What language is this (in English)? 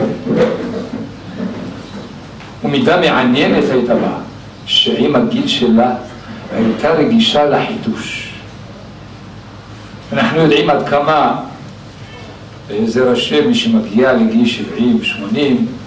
Hebrew